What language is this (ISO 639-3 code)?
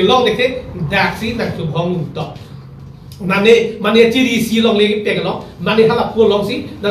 mjw